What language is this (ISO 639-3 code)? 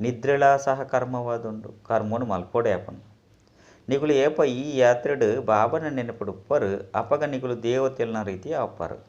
tcy